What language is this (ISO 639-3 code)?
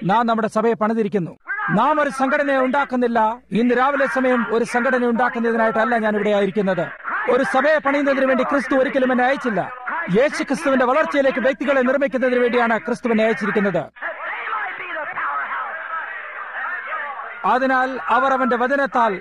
mal